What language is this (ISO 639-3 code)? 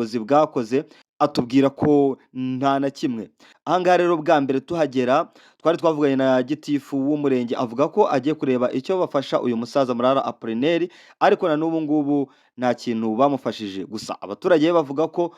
kin